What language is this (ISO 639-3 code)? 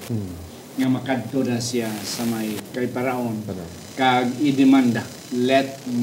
hil